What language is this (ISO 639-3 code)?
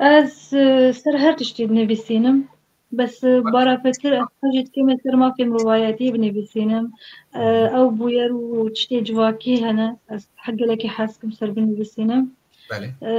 kur